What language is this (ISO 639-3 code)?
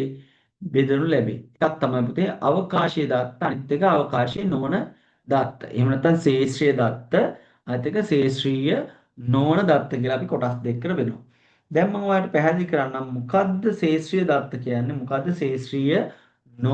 sin